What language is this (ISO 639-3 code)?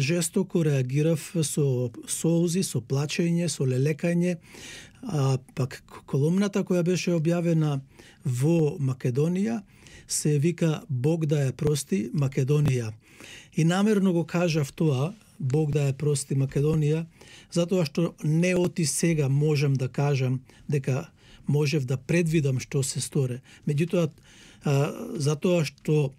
mkd